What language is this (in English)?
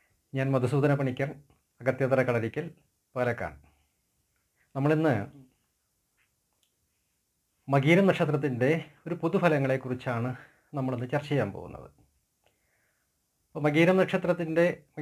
Malayalam